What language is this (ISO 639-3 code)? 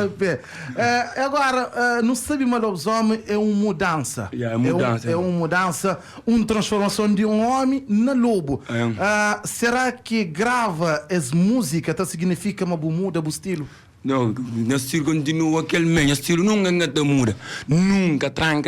kea